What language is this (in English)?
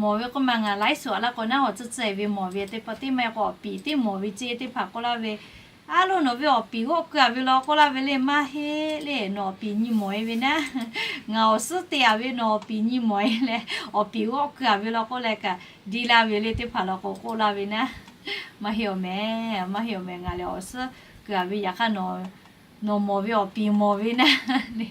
Lahu